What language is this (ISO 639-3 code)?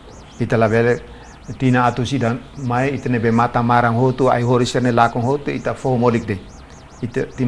tet